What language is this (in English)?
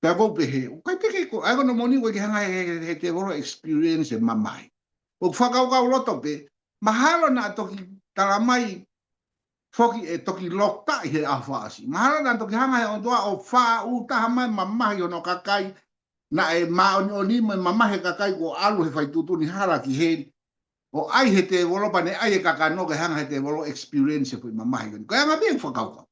Tongan